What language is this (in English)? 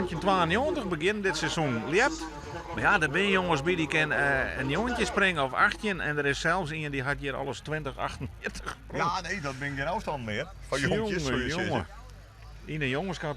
Western Frisian